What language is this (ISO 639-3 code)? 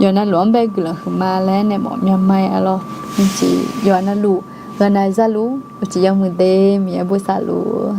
ahk